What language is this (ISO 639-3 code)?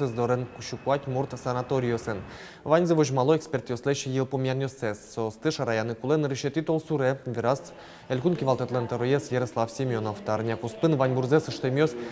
udm